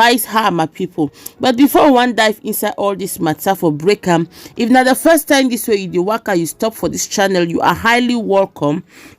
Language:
Nigerian Pidgin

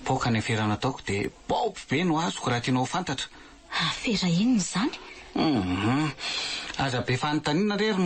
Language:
Malagasy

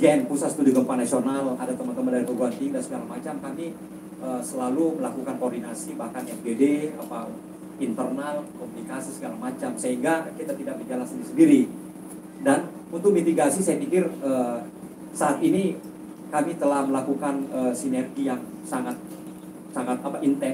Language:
Indonesian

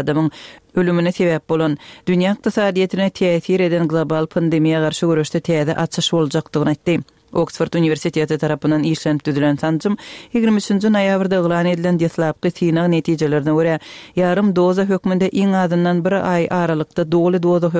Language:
Kyrgyz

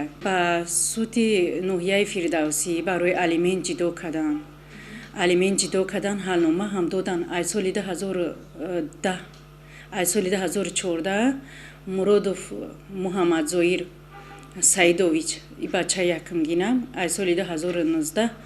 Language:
Tajik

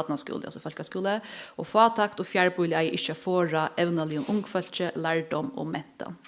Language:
Faroese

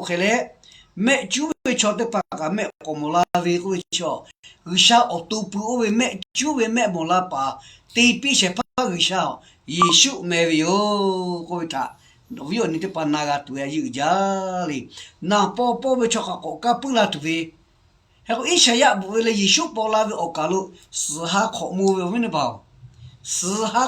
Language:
Lahu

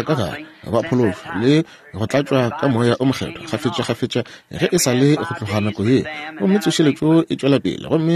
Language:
Northern Sotho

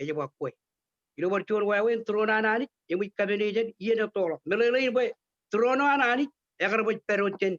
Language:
Marshallese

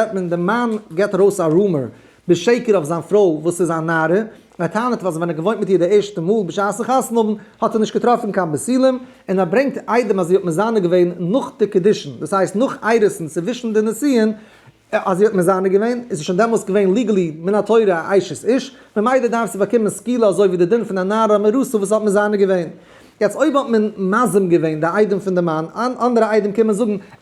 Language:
Yiddish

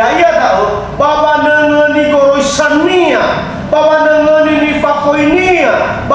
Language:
Nias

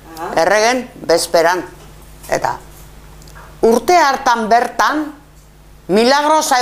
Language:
Basque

